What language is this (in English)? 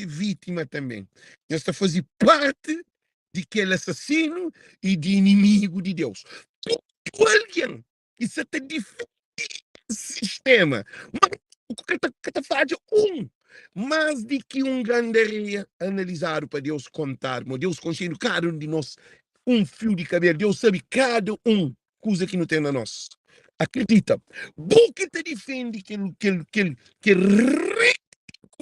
Kabuverdianu